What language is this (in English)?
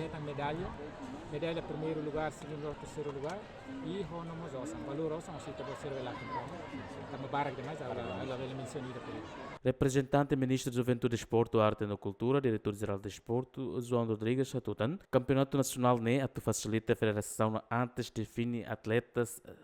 Tetum